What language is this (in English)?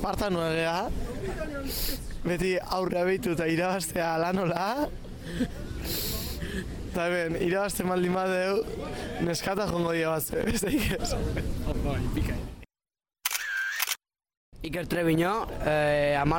Basque